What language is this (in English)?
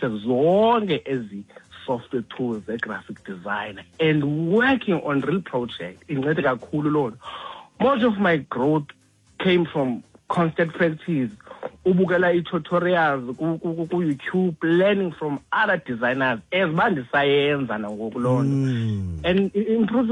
Xhosa